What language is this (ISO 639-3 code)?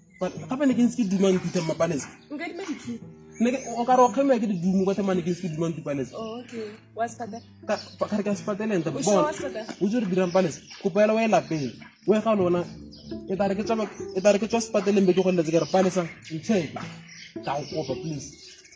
tsn